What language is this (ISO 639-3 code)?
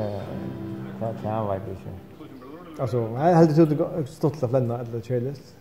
fao